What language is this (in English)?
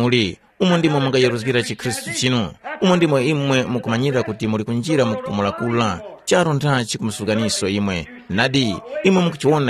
Tumbuka